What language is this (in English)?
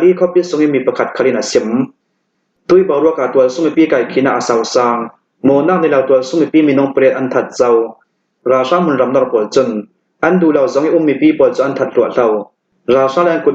Hakha Chin